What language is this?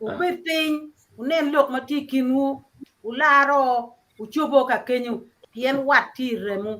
Acoli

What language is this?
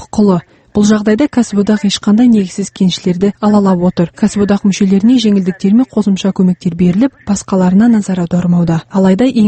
Kazakh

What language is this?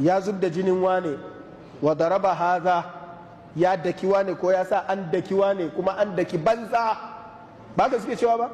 Hausa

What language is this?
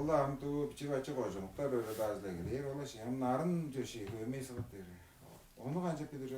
Tuvinian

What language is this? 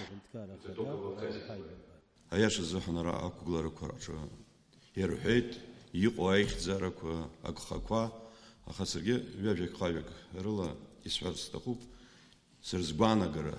Abkhazian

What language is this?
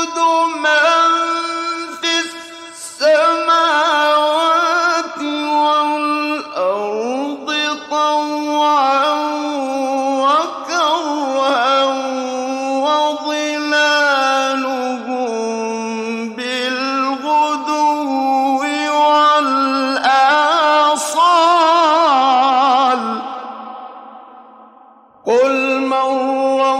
Arabic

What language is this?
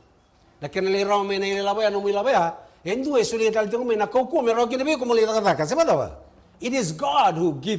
Fijian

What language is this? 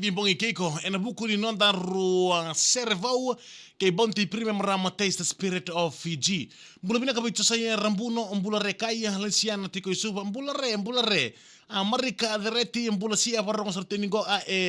Fijian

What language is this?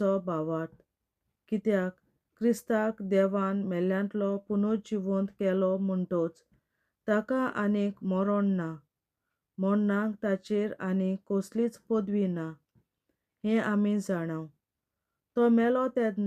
Konkani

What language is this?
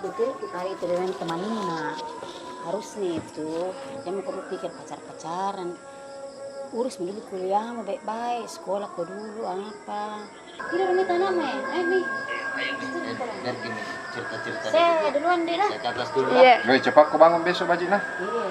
Makassar Malay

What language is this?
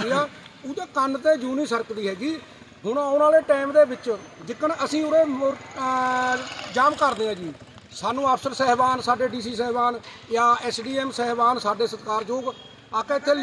Punjabi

